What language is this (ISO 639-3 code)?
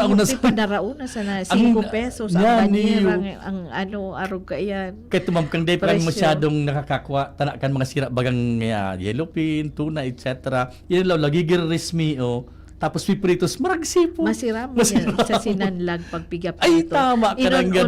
bik